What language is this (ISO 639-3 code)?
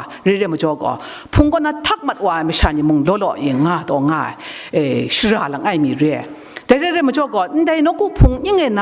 kac